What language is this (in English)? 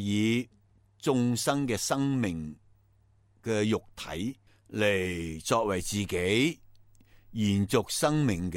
Cantonese